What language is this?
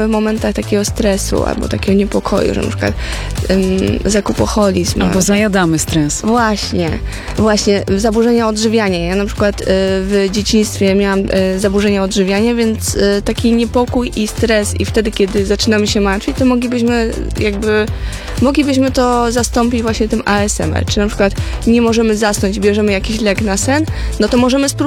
Polish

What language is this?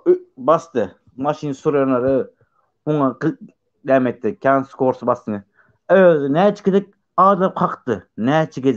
Turkmen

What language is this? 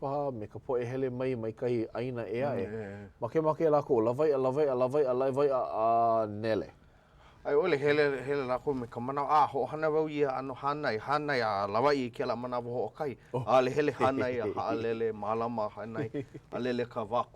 Hawaiian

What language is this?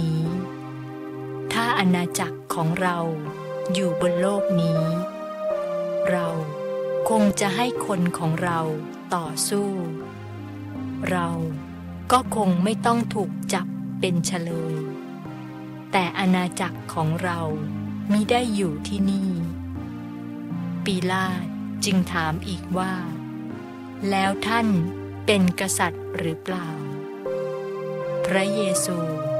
Thai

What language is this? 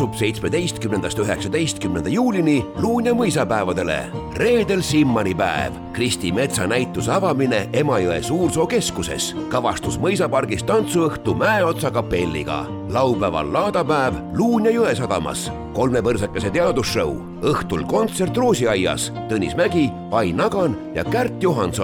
Estonian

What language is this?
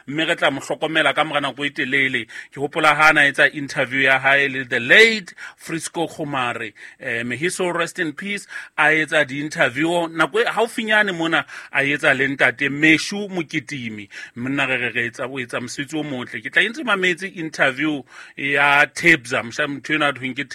Southern Sotho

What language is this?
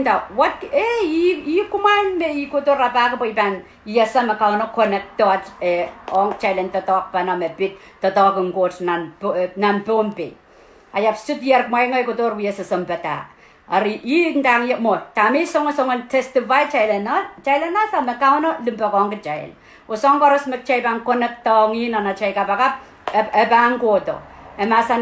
Pohnpeian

